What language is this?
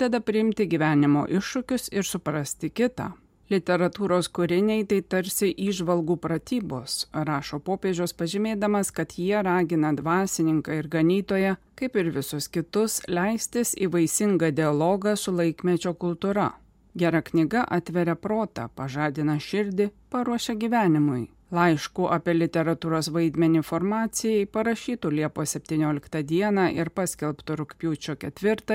Lithuanian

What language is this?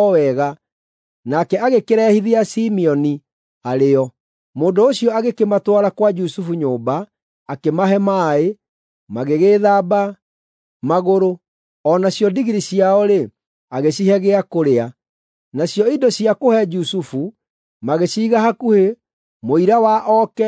Kikuyu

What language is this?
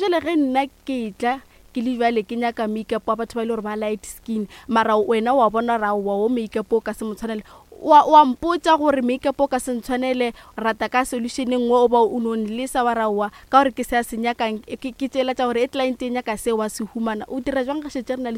Northern Sotho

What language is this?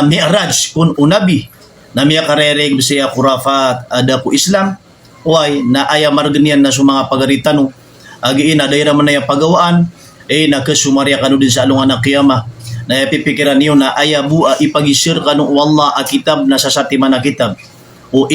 Maranao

